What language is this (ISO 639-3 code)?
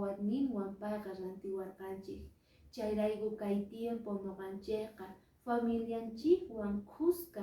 que